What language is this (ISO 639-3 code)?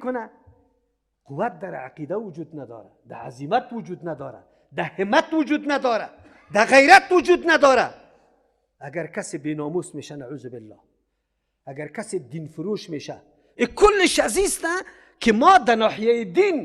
fas